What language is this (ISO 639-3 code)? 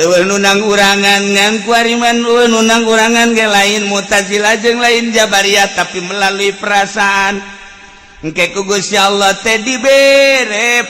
sun